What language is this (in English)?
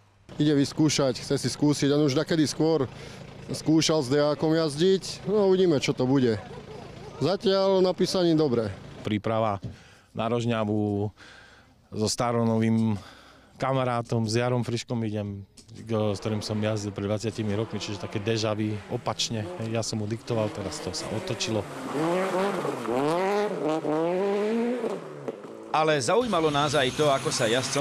Slovak